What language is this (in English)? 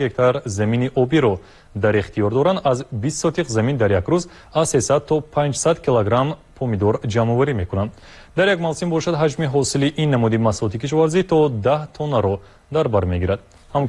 Tajik